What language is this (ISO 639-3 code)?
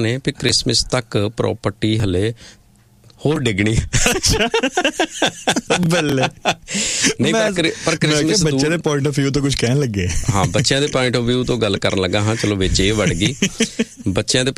pan